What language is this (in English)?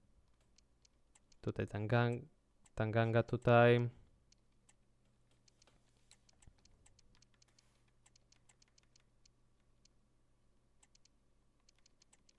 Polish